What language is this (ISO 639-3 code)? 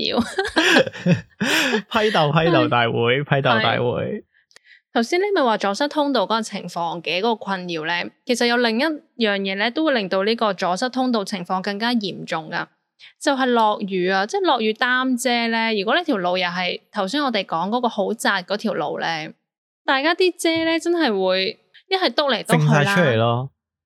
yue